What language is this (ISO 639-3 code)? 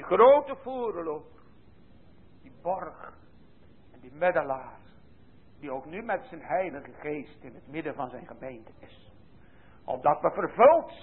nld